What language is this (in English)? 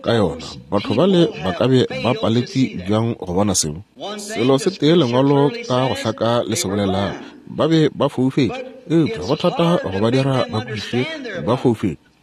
Northern Sotho